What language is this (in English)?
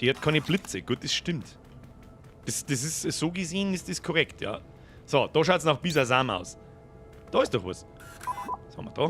Bavarian